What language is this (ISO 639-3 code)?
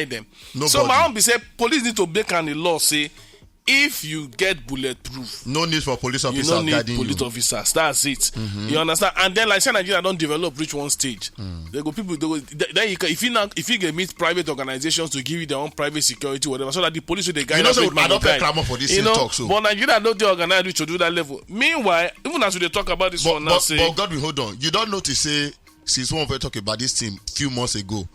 pcm